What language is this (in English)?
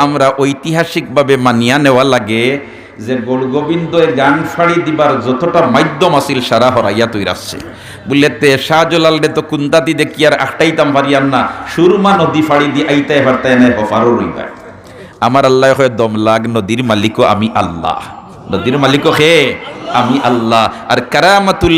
Sylheti